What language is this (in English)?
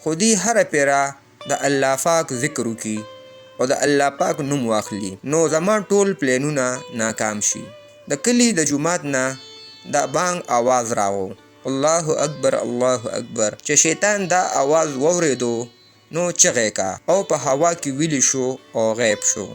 Pashto